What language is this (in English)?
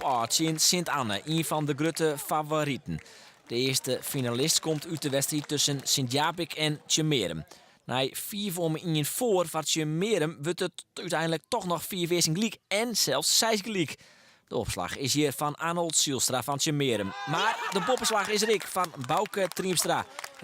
Western Frisian